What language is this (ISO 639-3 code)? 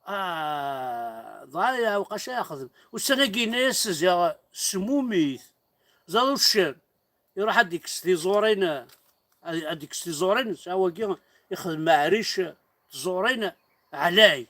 kab